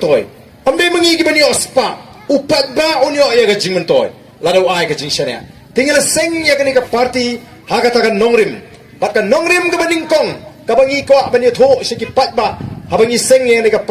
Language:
Khasi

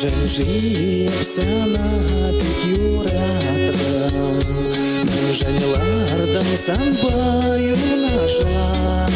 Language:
Chuvash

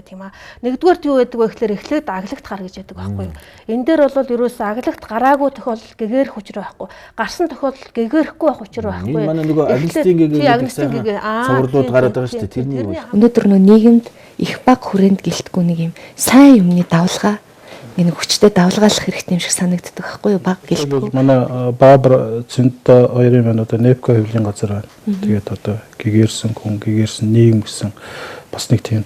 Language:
Mongolian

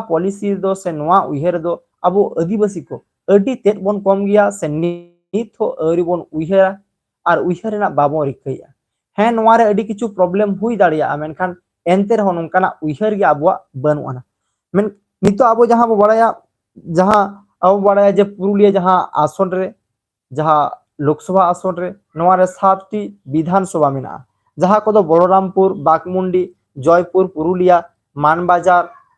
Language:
Santali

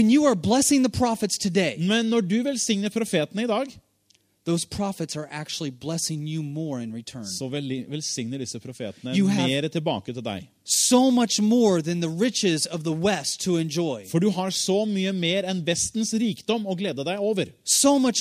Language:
Norwegian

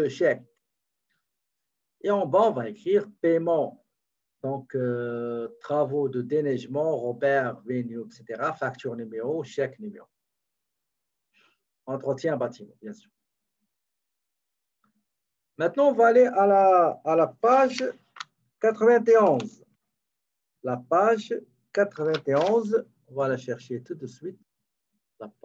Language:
French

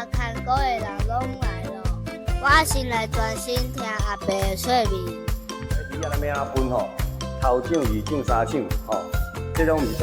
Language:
Min Nan Chinese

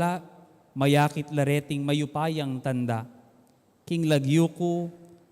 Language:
Pampanga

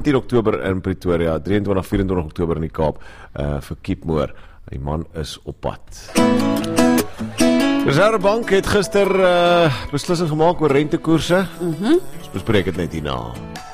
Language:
Afrikaans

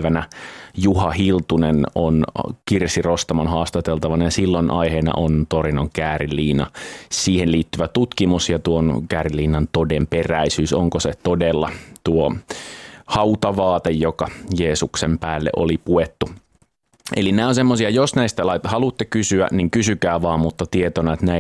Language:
Finnish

